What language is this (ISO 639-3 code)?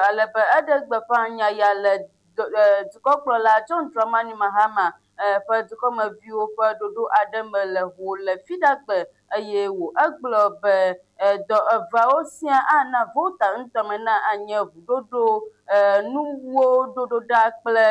ewe